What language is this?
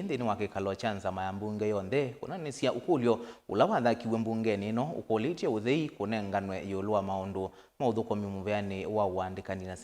Kamba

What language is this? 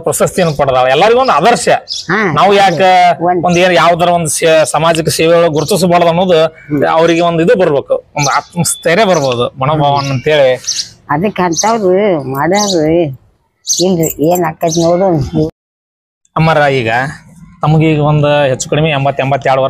Kannada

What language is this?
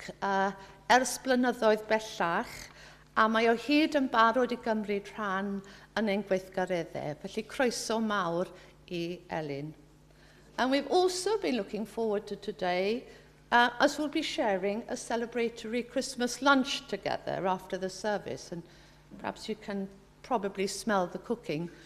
Welsh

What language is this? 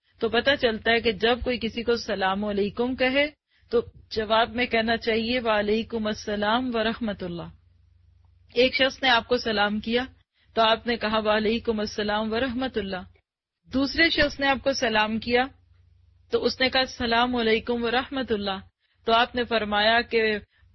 Urdu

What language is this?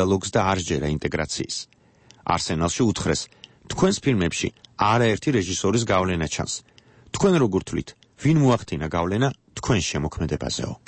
Georgian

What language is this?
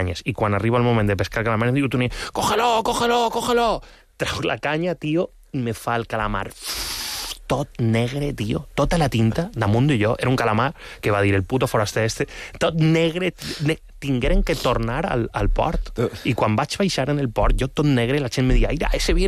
Catalan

